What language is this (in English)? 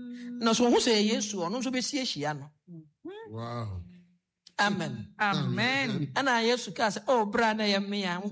Akan